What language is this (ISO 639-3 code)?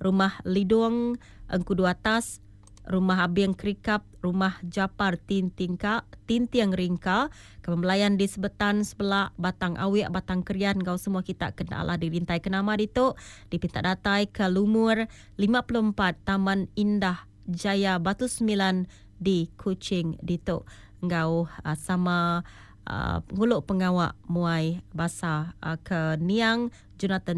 iba